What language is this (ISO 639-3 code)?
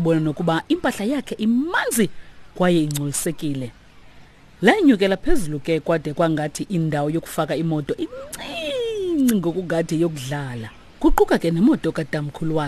xho